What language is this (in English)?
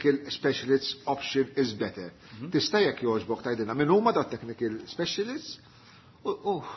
Maltese